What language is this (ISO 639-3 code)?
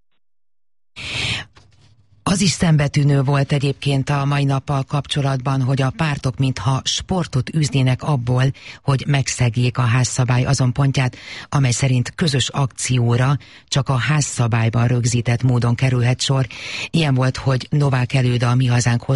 hun